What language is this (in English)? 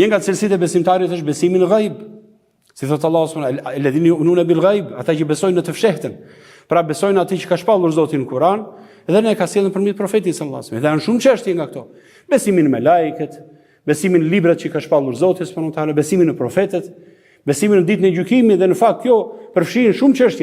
Albanian